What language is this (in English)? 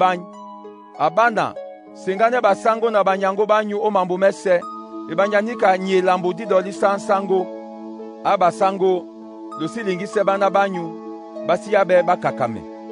Duala